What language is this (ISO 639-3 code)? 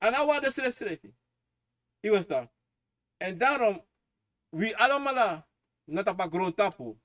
srn